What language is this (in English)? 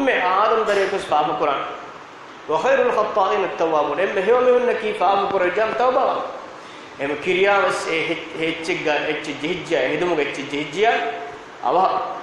Divehi